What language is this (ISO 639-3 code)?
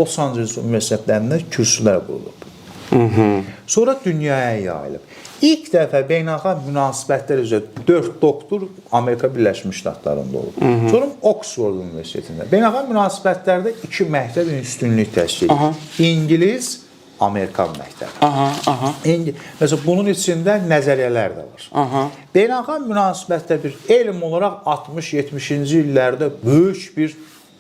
aze